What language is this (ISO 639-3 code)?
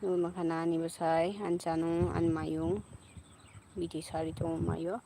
trp